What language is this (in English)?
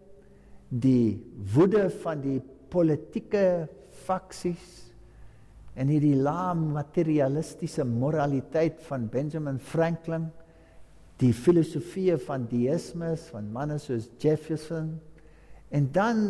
Afrikaans